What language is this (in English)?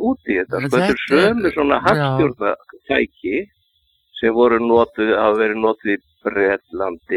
Icelandic